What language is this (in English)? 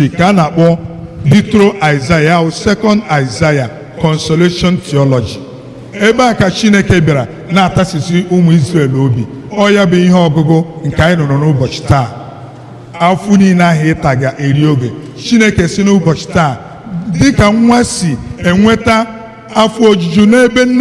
Igbo